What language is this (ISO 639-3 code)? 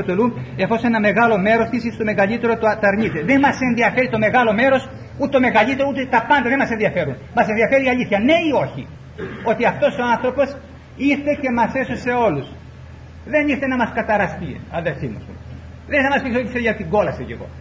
ell